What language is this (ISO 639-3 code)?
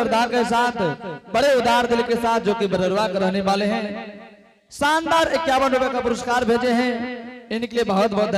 anp